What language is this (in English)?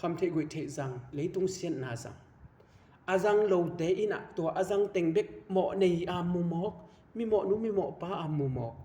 Tedim Chin